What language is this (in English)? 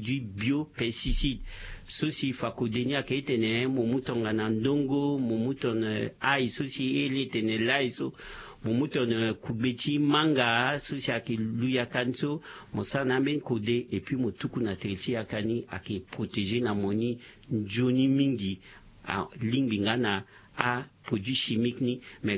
Sango